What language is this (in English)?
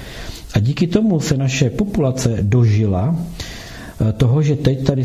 Czech